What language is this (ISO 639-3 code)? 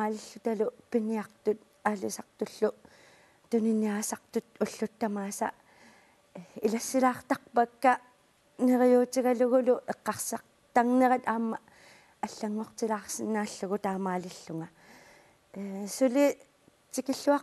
kal